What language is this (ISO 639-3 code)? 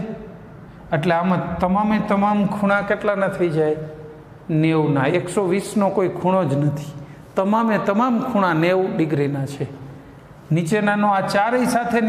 guj